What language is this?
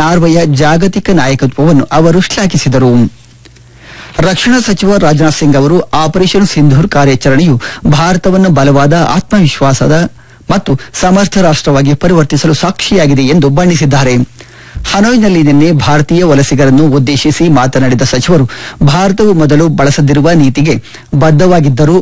Kannada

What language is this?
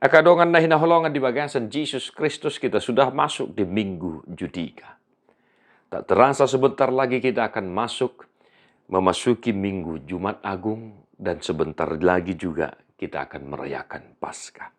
Batak Toba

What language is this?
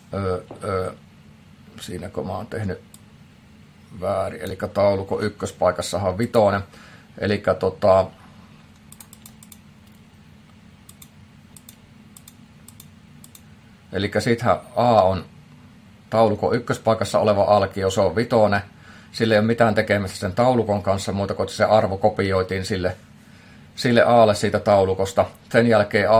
Finnish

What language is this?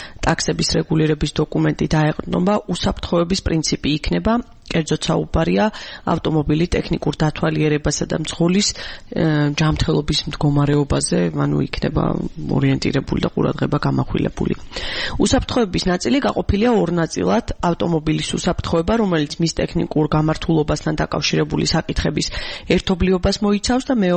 Georgian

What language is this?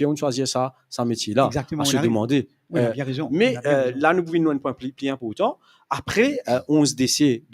Morisyen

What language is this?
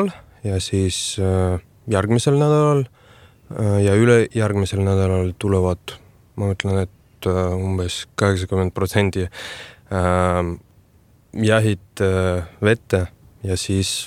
Estonian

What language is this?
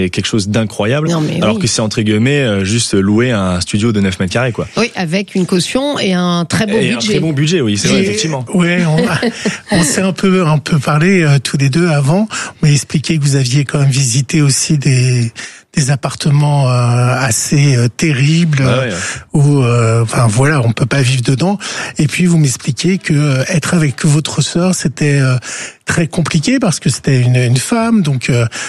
French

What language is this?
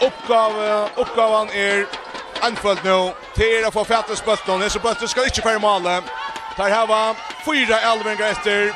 Faroese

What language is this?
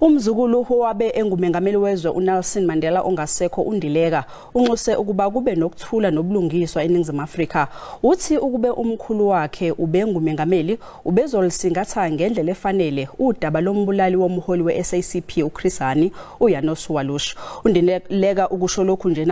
Zulu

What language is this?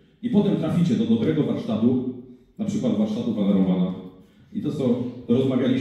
Polish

